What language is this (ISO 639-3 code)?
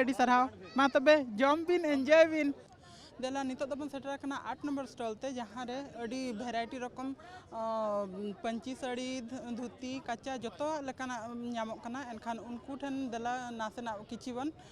sat